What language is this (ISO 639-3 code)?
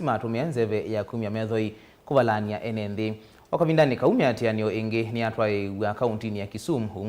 kam